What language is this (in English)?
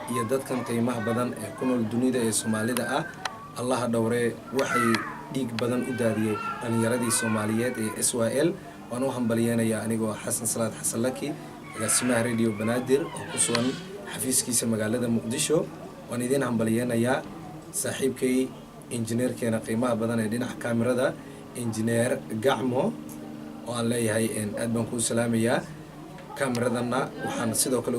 Somali